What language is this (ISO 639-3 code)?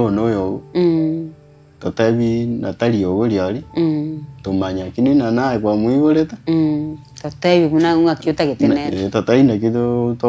guz